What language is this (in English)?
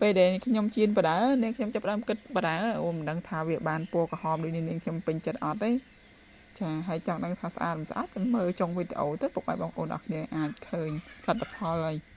Khmer